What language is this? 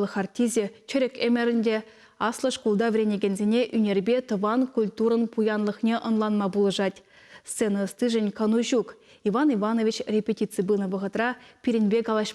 Chuvash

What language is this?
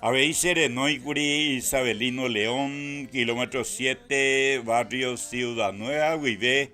Guarani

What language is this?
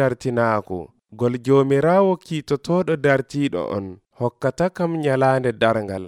Nigerian Fulfulde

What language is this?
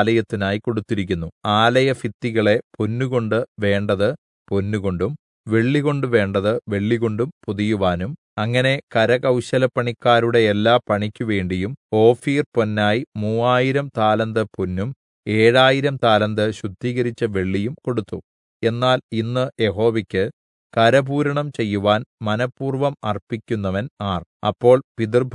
Malayalam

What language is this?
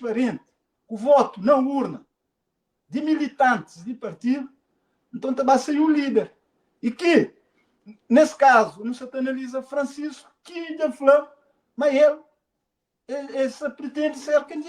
Kabuverdianu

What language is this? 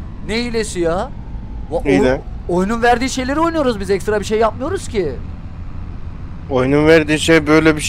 Turkish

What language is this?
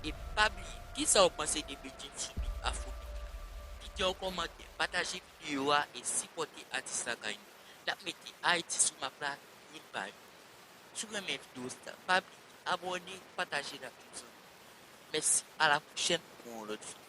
Haitian Creole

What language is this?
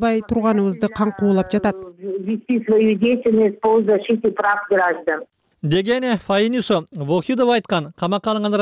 Kyrgyz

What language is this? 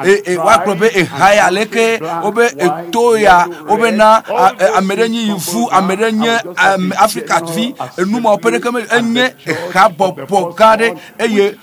Ewe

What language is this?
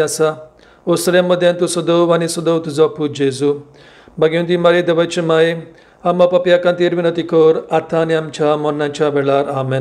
Konkani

